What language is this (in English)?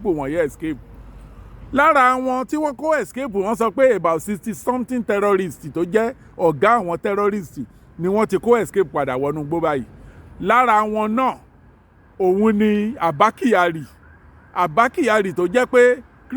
Yoruba